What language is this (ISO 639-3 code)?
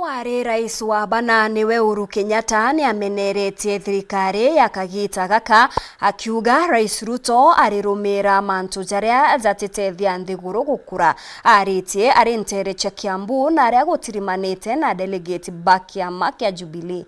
mer